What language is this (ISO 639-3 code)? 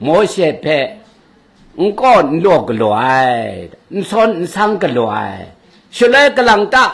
kac